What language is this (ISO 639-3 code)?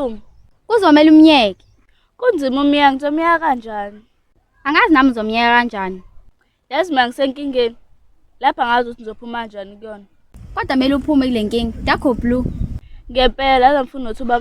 zul